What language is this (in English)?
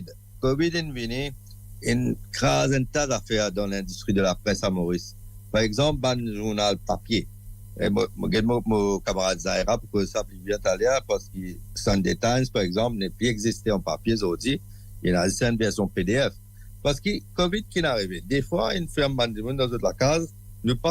Morisyen